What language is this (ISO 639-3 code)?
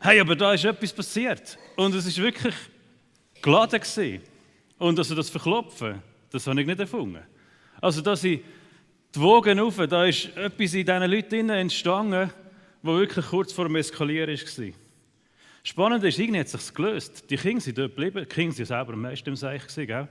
gsw